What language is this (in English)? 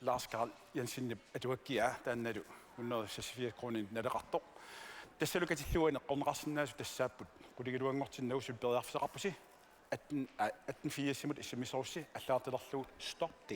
Kalaallisut